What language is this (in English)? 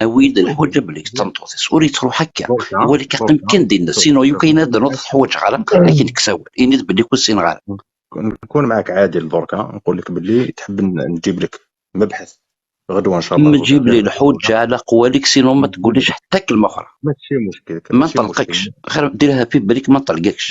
Kabyle